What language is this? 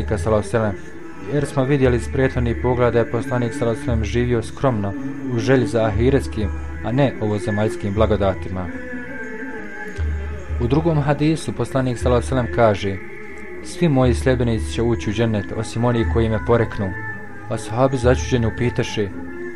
Bosnian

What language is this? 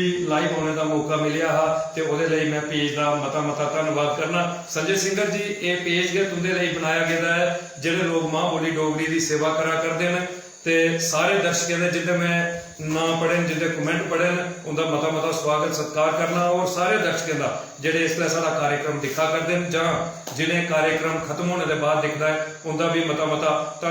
Dogri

